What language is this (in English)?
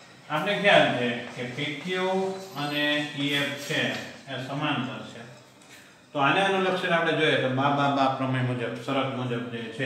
Gujarati